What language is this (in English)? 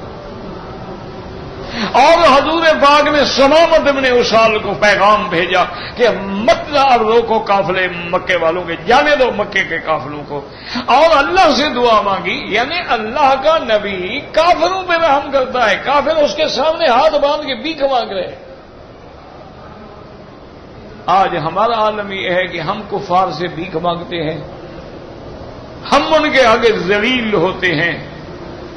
Urdu